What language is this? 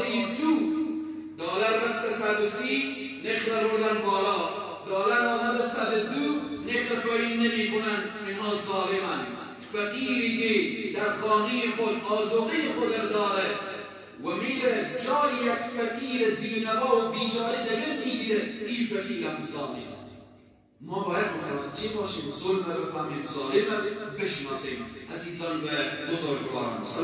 Persian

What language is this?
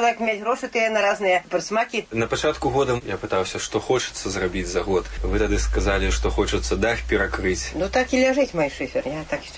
Belarusian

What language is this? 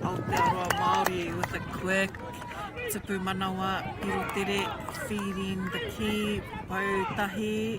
Māori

